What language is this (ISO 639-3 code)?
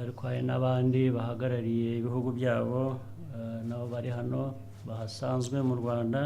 kin